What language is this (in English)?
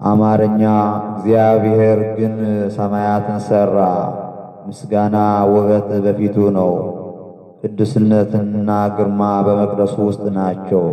Amharic